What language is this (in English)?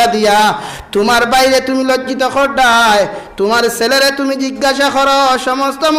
Sylheti